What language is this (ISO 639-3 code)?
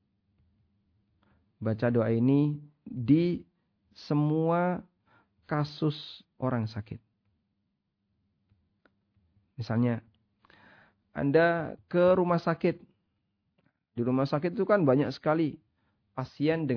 ind